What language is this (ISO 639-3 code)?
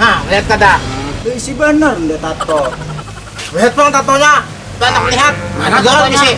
bjn